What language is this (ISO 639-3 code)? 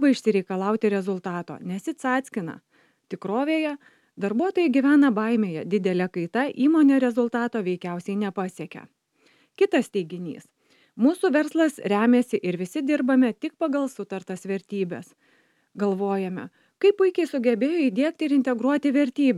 lit